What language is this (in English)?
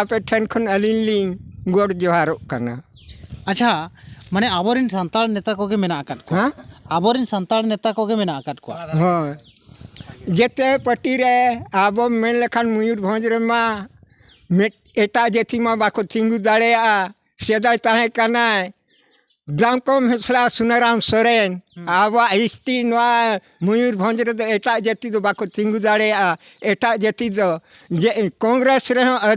Santali